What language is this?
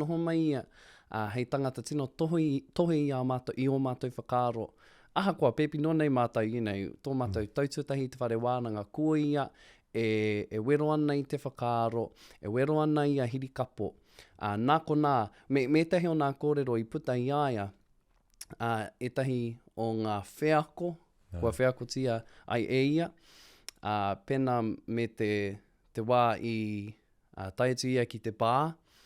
Māori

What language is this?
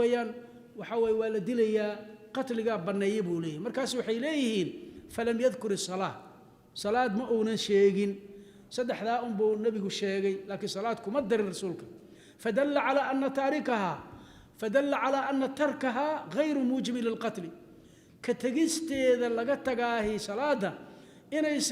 Somali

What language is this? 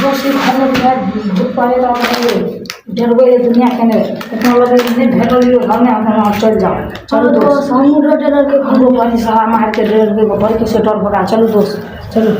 Maithili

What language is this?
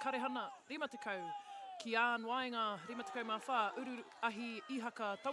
Māori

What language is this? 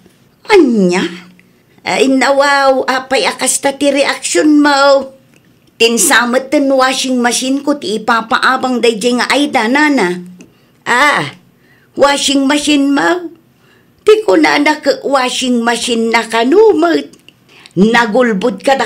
Iloko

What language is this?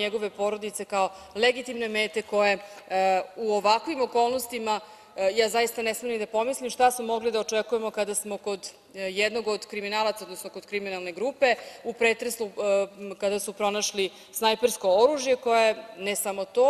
Serbian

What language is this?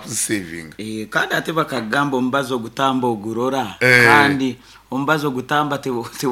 Nyankole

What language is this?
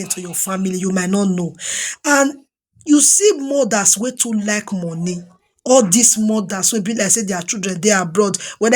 Nigerian Pidgin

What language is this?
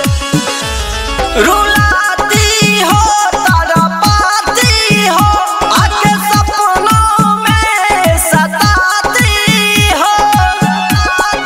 Bhojpuri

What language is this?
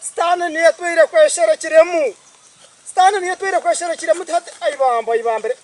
Nyankole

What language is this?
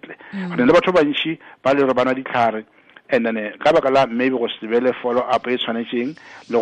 Tswana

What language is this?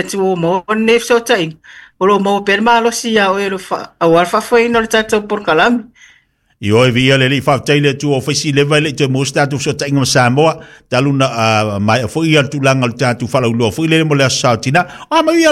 Samoan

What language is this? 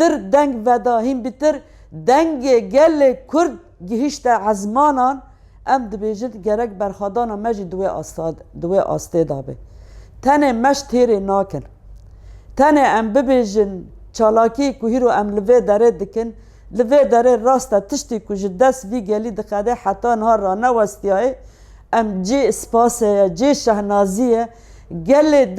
Kurdish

